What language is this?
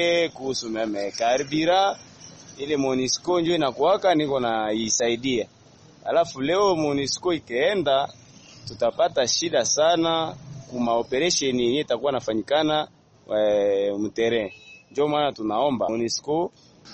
Swahili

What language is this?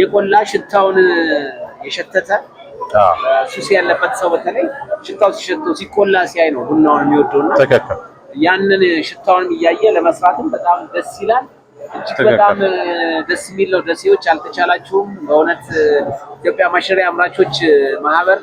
Amharic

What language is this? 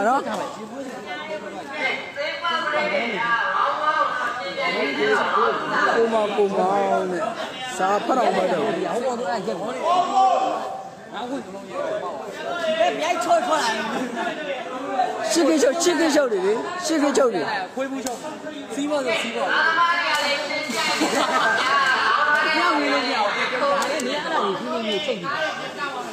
Burmese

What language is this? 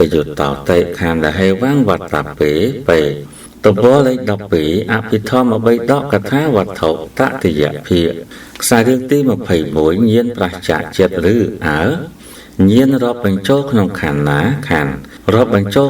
Khmer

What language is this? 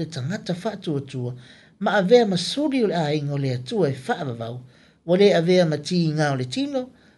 Samoan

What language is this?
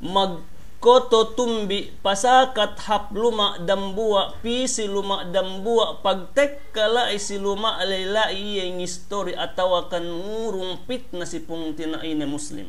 Yakan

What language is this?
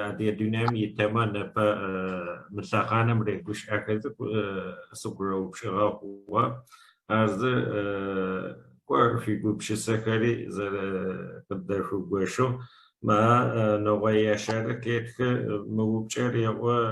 Adyghe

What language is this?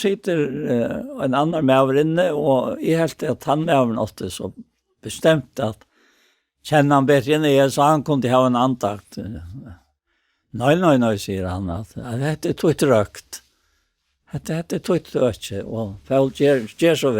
Faroese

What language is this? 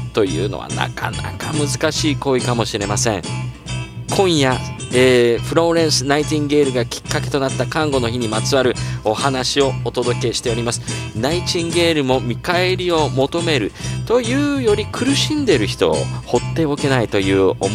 Japanese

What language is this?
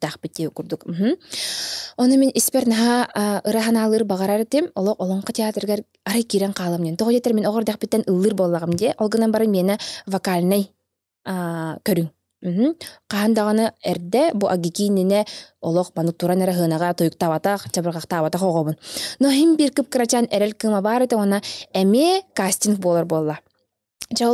Yakut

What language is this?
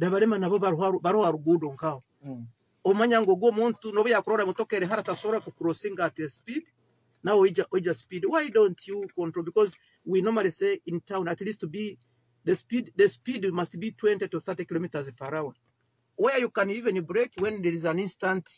Nyoro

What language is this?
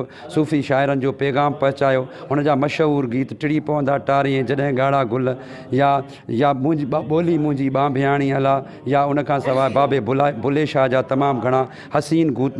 Sindhi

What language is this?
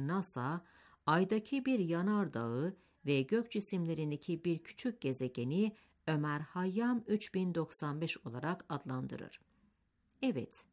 Turkish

